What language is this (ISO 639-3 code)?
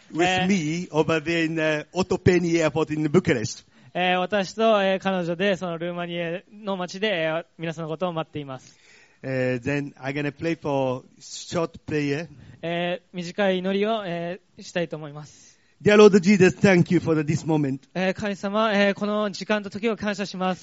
jpn